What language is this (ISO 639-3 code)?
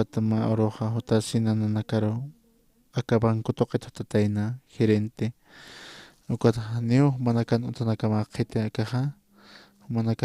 aym